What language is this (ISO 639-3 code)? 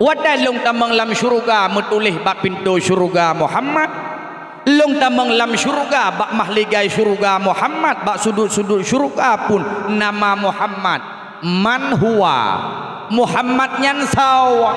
ace